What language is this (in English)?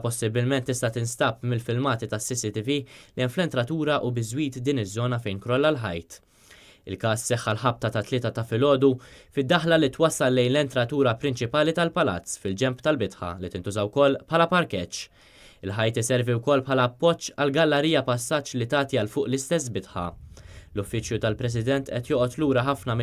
Maltese